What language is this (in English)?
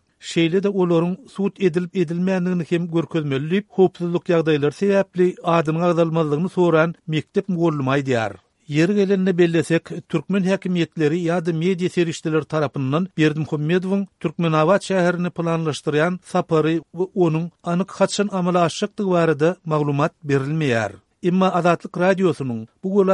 Turkmen